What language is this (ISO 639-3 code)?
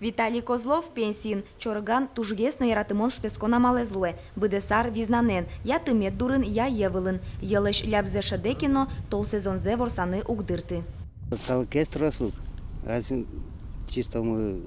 udm